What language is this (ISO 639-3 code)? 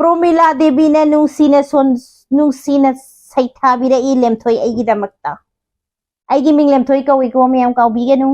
mni